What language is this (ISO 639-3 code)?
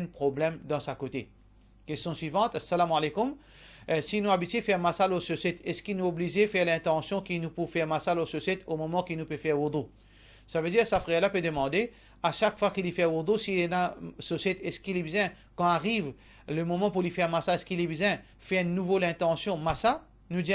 mfe